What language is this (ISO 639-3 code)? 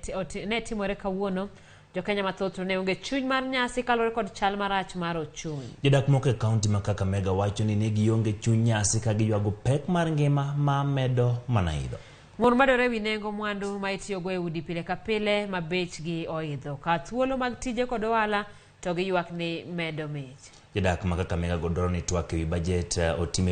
luo